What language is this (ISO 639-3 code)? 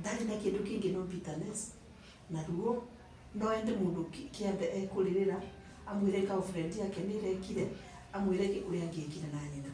kik